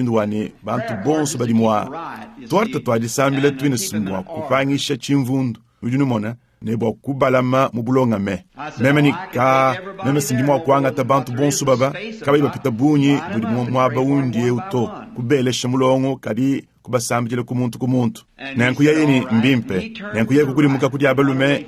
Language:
Luba-Lulua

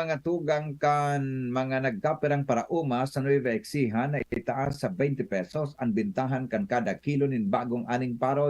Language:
Bikol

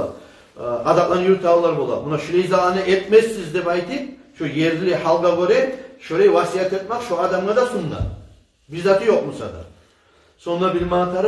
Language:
Kumyk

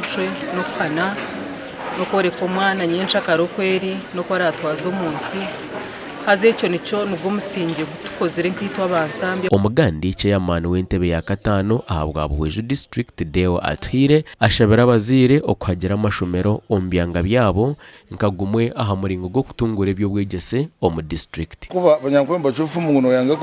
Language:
Nyankole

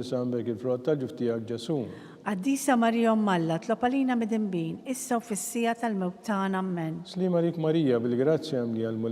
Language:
Maltese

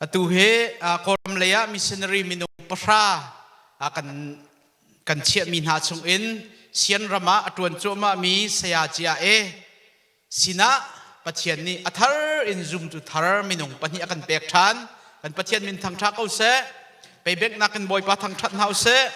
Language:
Hakha Chin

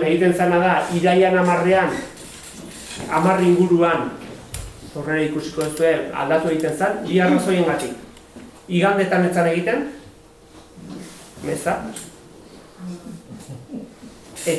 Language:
Basque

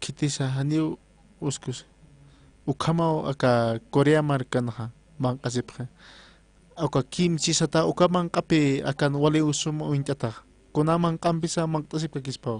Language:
Aymara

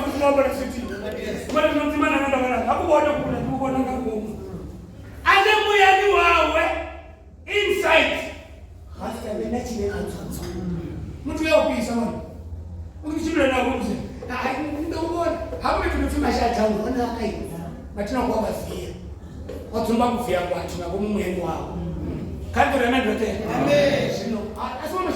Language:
Venda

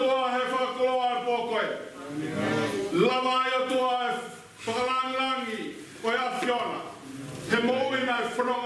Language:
Tongan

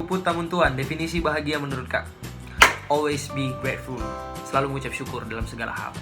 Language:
Manado Malay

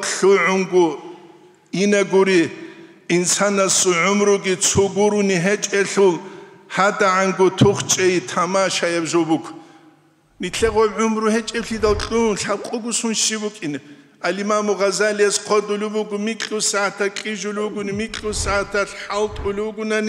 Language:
Avaric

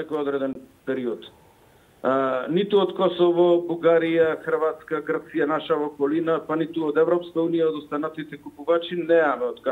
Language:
Macedonian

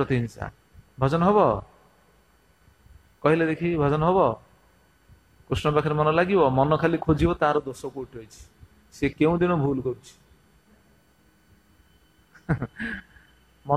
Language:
Odia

